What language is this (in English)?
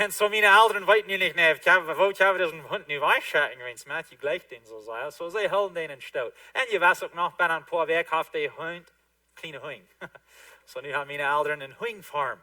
Plautdietsch